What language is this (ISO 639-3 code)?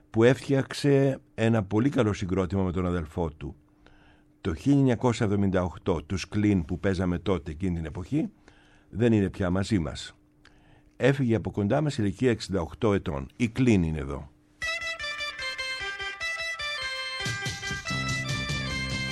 ell